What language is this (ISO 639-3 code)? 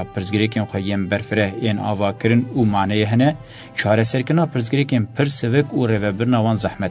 kur